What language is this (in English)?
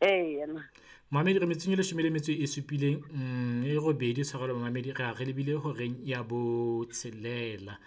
Southern Sotho